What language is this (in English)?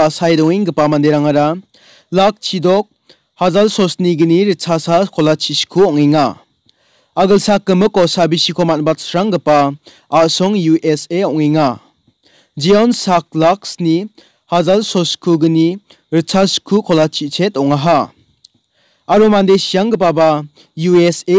Garo